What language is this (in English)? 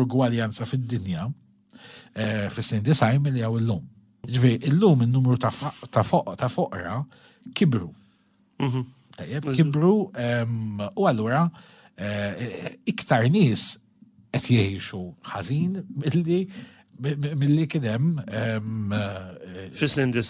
Maltese